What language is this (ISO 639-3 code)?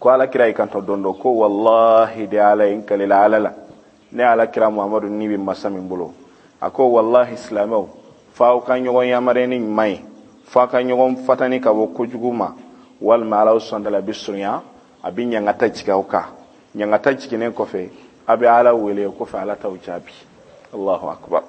bam